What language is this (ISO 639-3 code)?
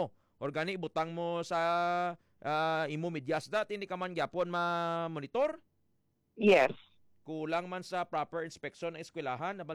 hil